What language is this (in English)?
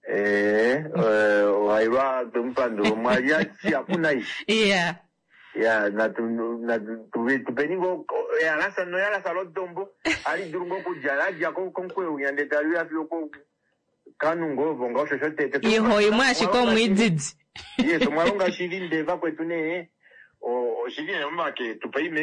Kuanyama